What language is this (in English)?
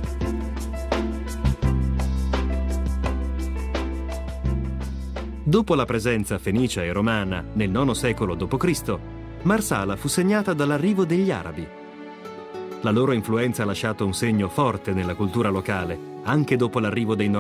Italian